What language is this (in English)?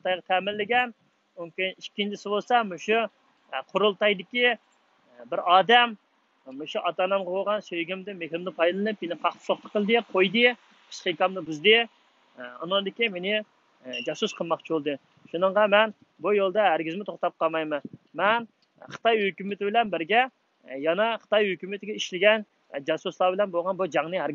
Uyghur